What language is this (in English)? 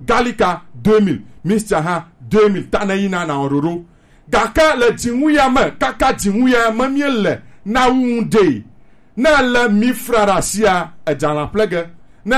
Gen